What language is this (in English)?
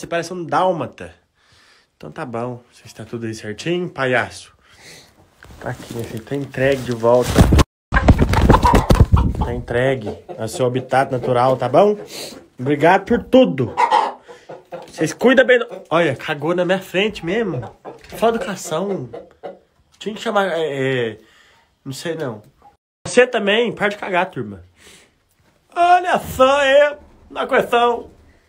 Portuguese